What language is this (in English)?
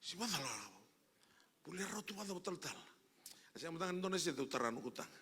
Fijian